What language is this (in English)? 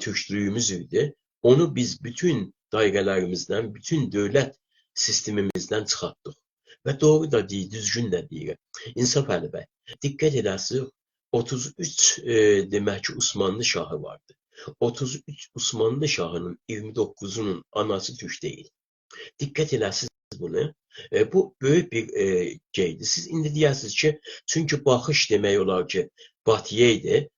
South Azerbaijani